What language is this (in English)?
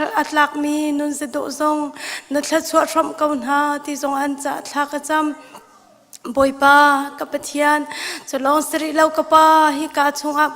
Hakha Chin